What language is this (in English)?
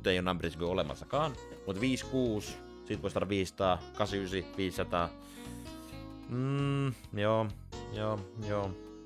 Finnish